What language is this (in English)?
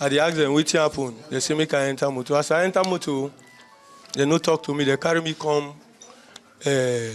Nigerian Pidgin